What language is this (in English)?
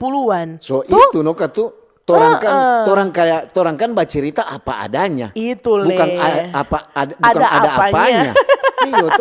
Manado Malay